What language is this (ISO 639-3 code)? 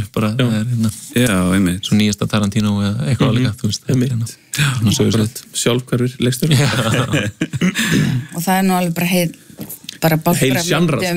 isl